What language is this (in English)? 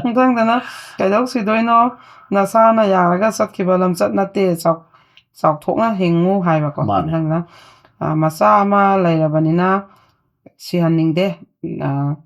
Manipuri